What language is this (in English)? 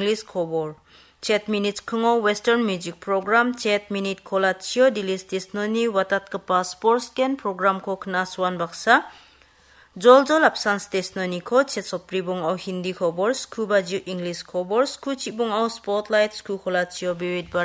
Garo